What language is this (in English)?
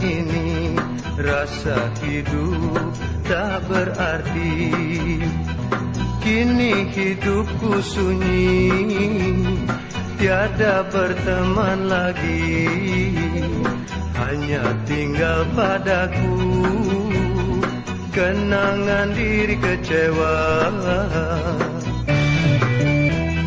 Malay